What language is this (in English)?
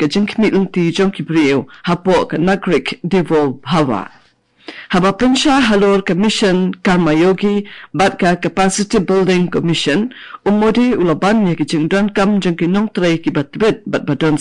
Khasi